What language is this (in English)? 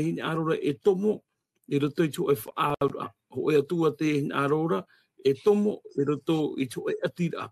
Tahitian